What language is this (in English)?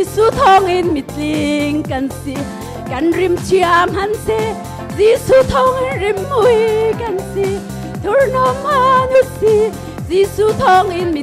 Hakha Chin